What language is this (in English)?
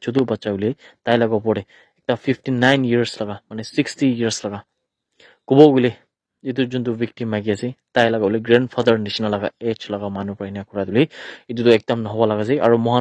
Naga Pidgin